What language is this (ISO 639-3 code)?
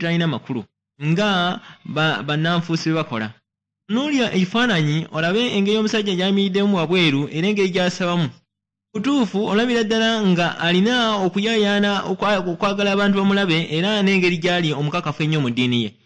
lug